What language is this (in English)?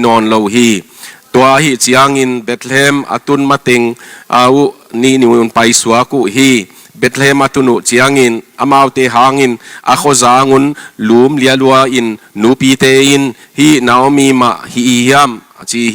Tedim Chin